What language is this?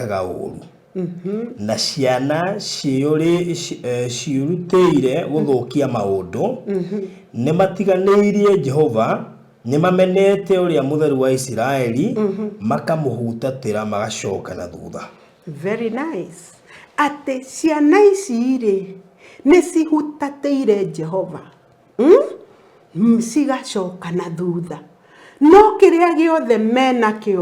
Kikuyu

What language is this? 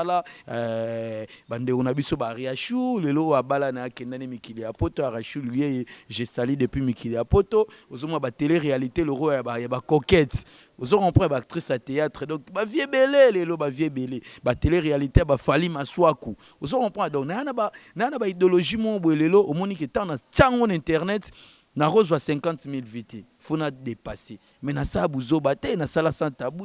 Lingala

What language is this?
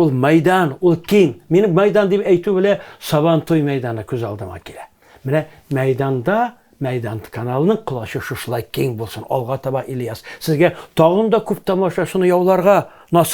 Tatar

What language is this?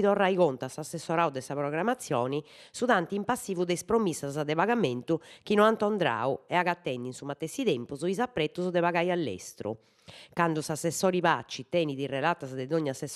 Sardinian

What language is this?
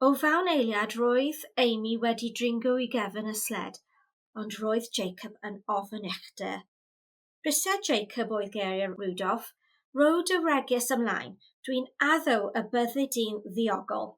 Welsh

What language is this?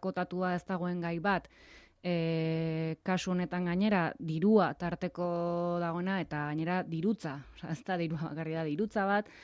Basque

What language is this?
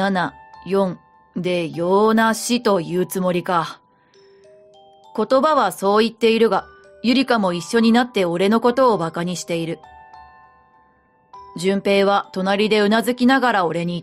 Japanese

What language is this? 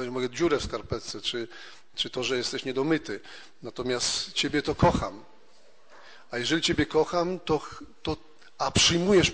Polish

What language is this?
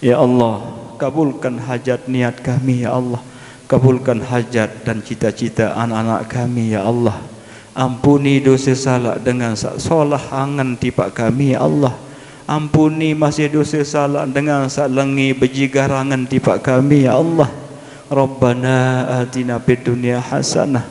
Sasak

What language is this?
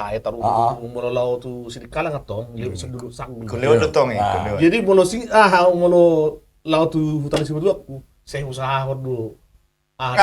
Batak Toba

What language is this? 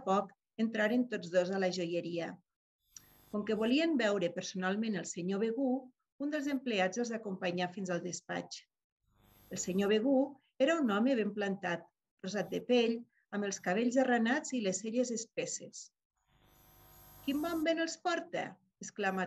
Catalan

